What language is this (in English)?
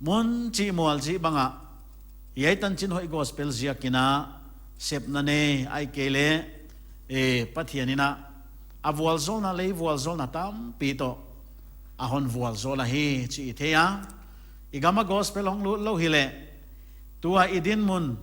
Paite Chin